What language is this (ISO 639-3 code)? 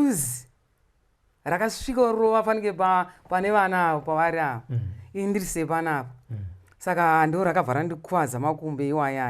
sna